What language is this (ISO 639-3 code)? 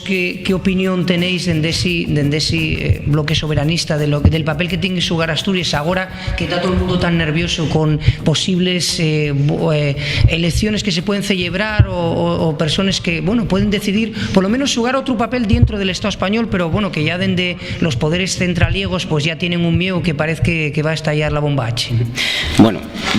ast